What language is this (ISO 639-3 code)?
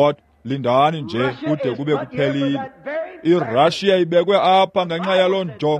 xho